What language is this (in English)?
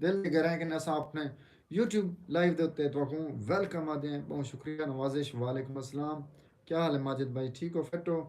Saraiki